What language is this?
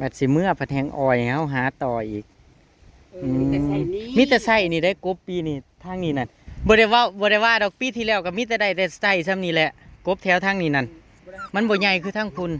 Northeastern Thai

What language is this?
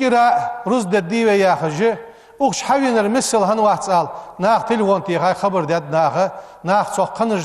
Ingush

